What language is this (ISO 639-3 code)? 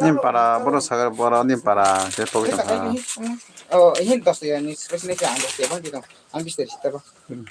trp